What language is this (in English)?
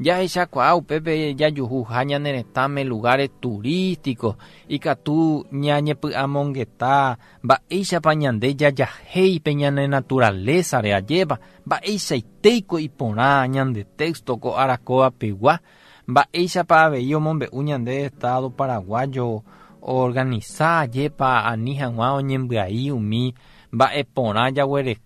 Guarani